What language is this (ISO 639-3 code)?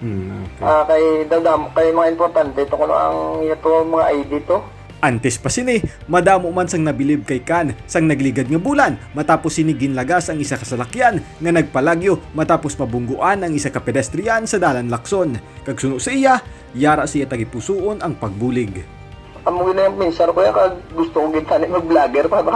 hil